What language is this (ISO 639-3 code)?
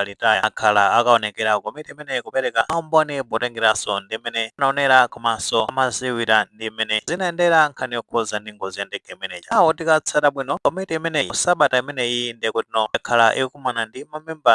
nya